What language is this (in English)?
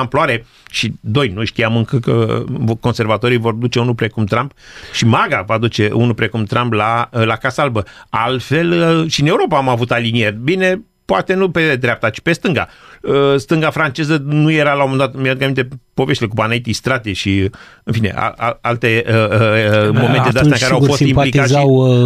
Romanian